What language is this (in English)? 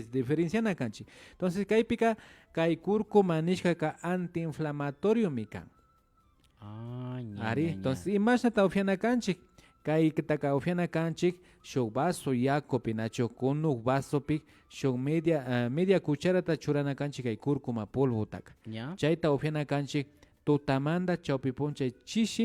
Imbabura Highland Quichua